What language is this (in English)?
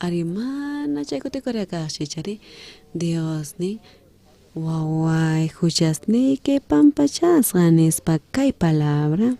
South Bolivian Quechua